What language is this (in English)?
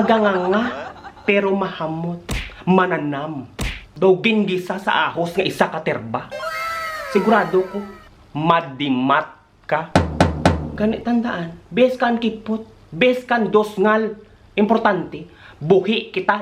Hiligaynon